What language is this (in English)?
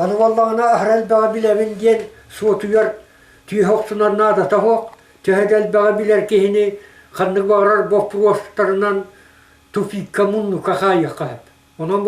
Yakut